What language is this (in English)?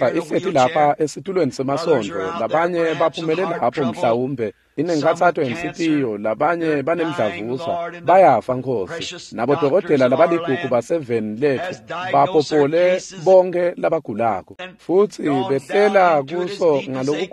Swati